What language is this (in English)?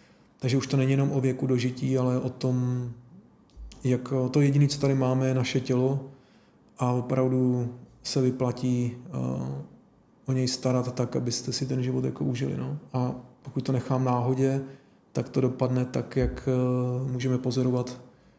Czech